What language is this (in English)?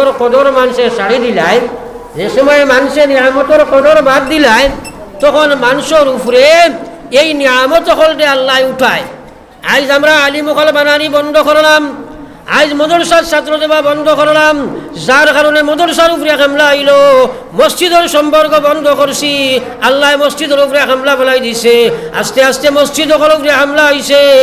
Sylheti